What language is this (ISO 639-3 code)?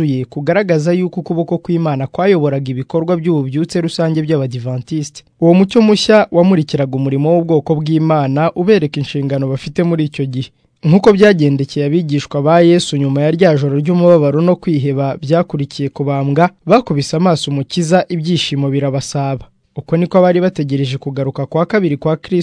kin